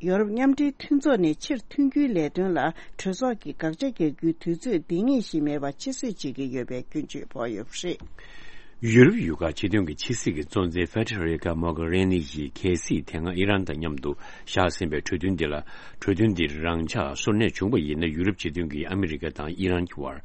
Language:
Tibetan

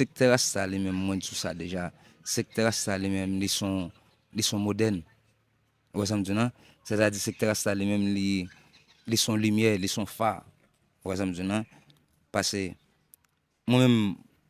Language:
Haitian Creole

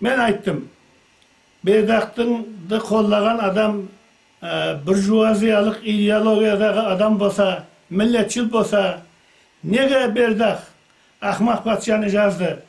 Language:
Kara-Kalpak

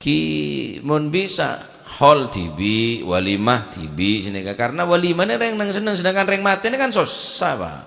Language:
Madurese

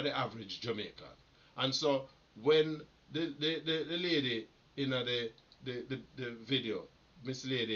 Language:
Jamaican Creole English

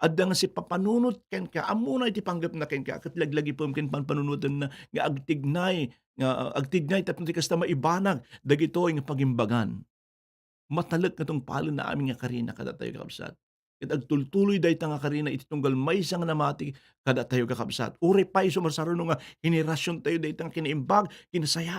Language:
Iloko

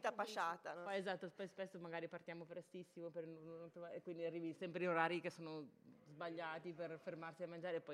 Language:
Italian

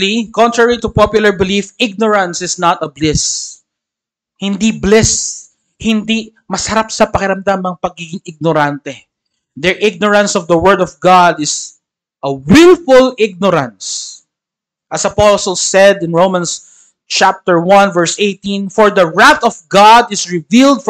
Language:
Filipino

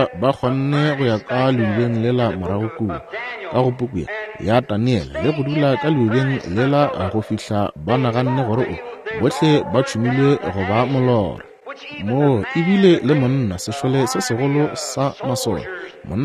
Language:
Northern Sotho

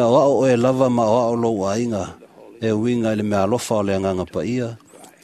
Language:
Samoan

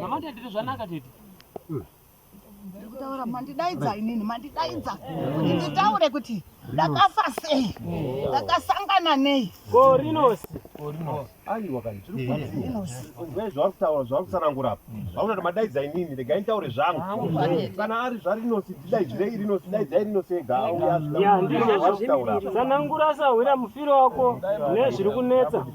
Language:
Shona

